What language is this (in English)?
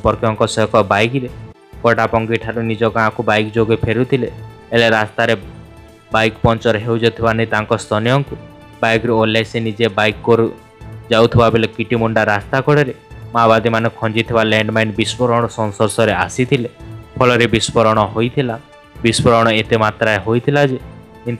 Odia